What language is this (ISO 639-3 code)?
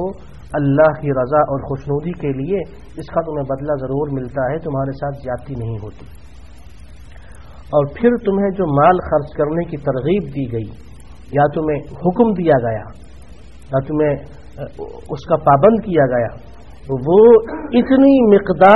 urd